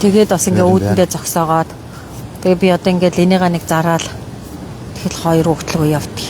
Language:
Mongolian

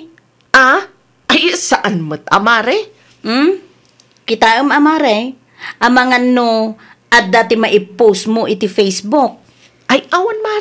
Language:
Iloko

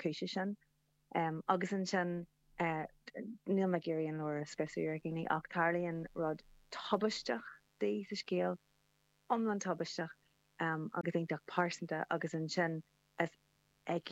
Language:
Irish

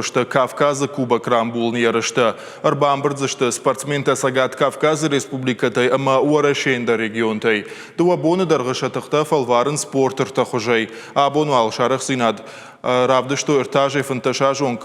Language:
Ossetic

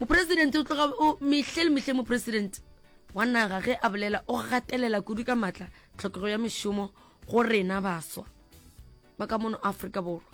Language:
Northern Sotho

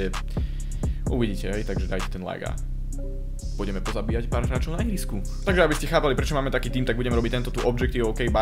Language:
Slovak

